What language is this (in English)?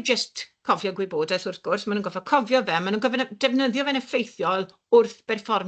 Welsh